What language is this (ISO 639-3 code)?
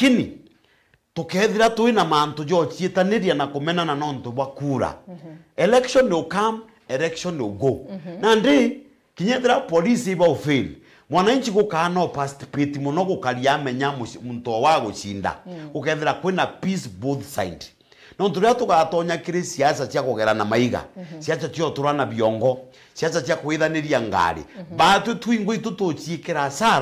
mer